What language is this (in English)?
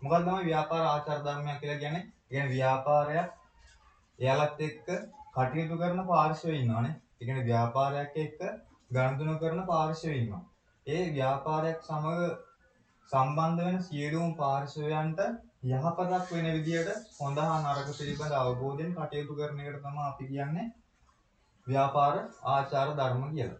Sinhala